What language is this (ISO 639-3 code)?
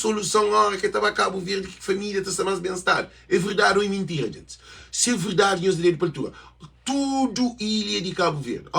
kea